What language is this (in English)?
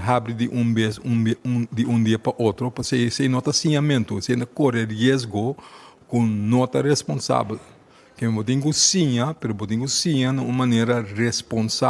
Papiamento